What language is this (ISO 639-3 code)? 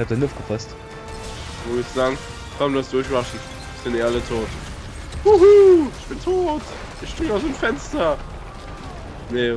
deu